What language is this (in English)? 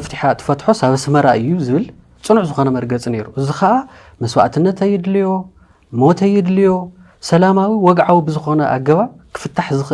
Tigrinya